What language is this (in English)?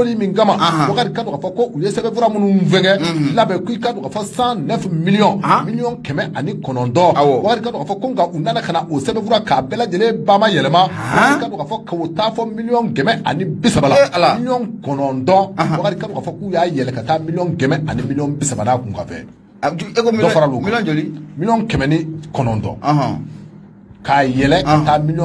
Bambara